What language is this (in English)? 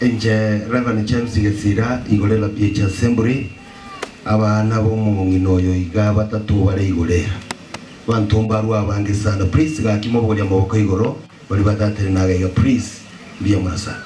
Gusii